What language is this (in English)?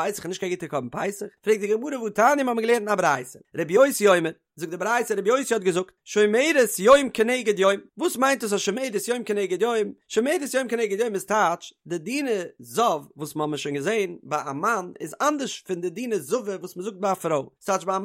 Yiddish